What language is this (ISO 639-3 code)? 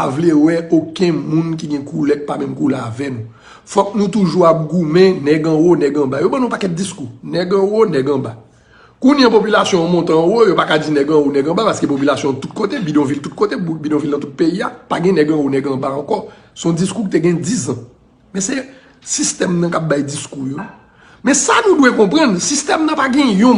hat